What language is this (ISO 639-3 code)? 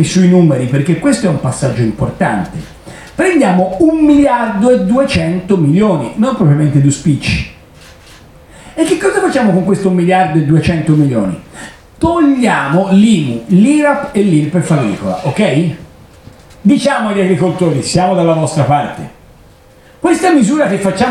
ita